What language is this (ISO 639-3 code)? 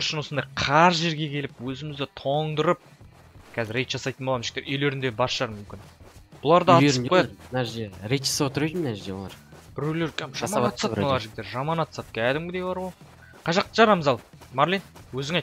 kaz